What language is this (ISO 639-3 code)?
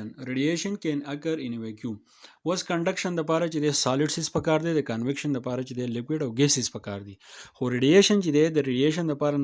pus